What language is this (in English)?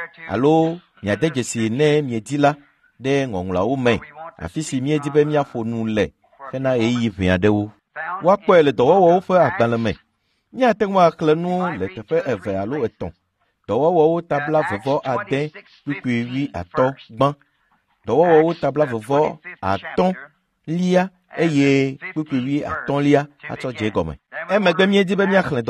Ewe